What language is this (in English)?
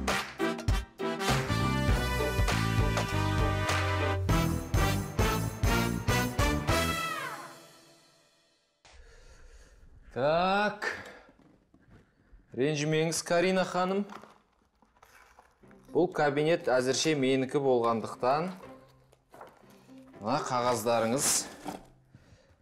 Kazakh